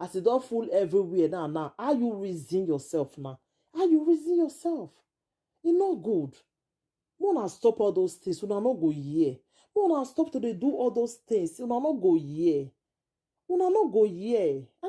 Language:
Nigerian Pidgin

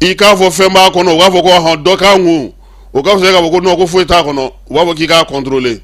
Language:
Bambara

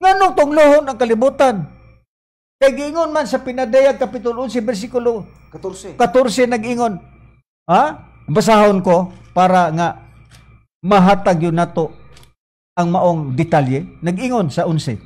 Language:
Cebuano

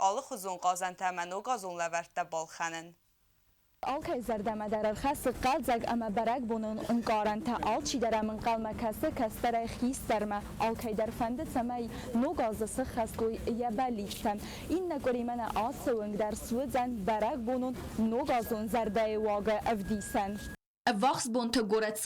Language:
Ossetic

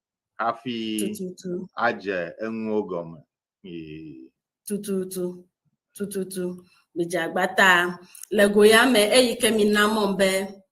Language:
Ewe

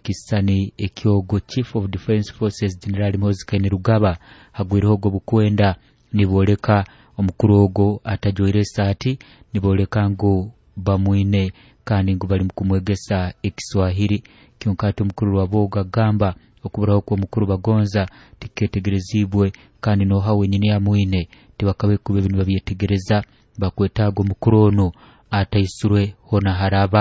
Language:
Nyoro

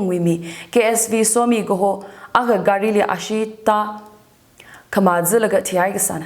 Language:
Tangkhul Naga (India)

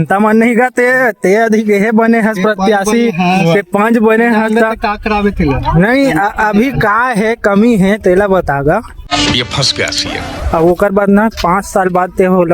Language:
Chhattisgarhi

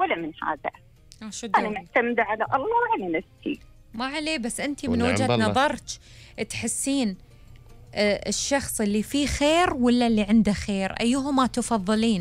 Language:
Gulf Arabic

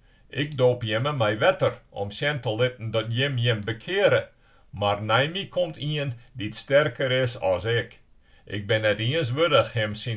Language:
Western Frisian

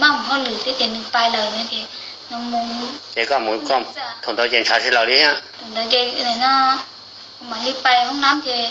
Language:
Hmong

